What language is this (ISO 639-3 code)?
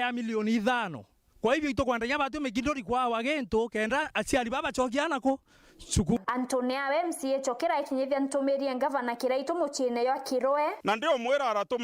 mer